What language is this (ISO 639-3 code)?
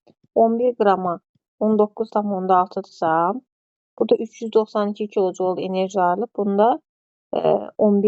aze